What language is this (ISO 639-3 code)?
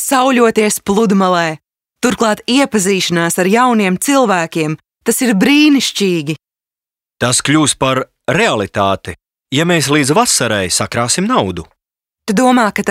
lav